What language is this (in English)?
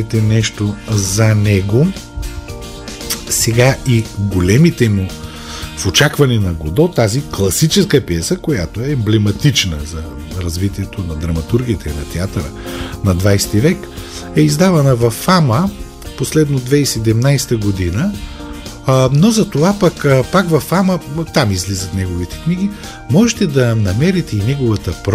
Bulgarian